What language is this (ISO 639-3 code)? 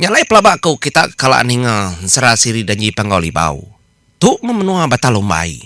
iba